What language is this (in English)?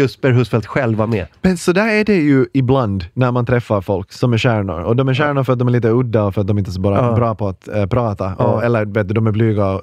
Swedish